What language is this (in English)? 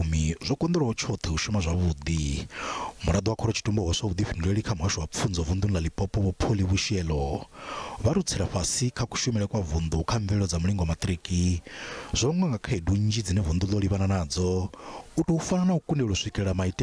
Venda